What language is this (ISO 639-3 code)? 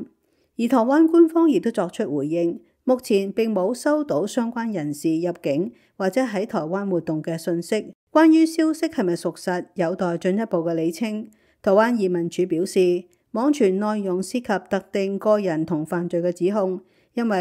yue